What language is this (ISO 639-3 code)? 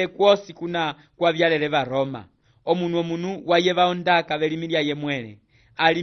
umb